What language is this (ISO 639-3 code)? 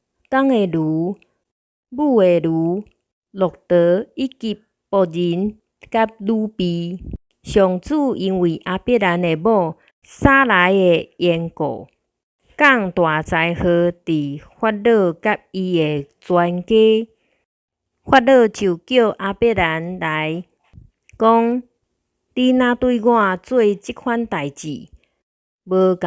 nan